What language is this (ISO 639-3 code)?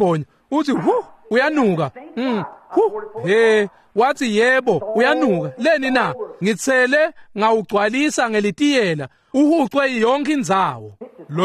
ssw